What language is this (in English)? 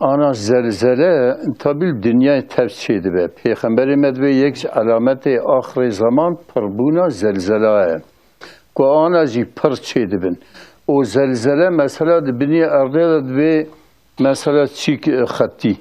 Kurdish